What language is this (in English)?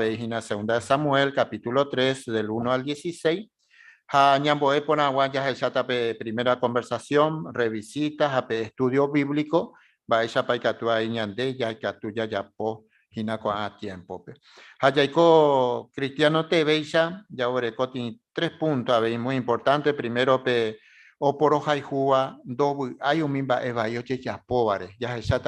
Guarani